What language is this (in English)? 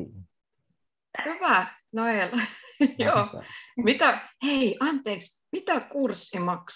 Finnish